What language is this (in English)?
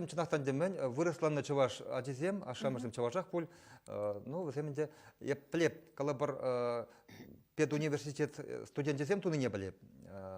Chuvash